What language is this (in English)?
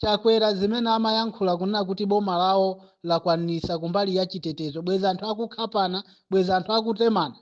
Nyanja